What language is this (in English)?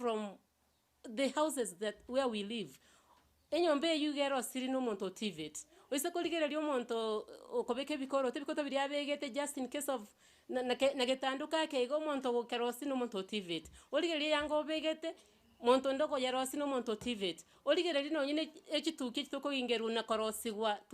Gusii